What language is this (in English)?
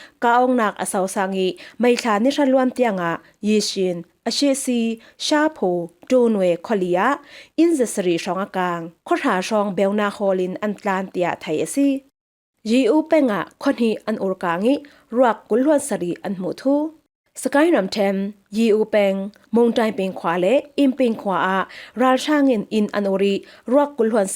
Falam Chin